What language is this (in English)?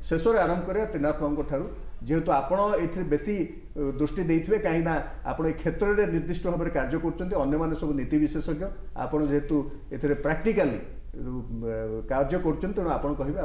Odia